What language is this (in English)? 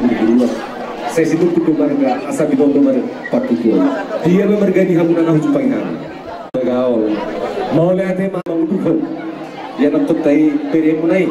Batak Toba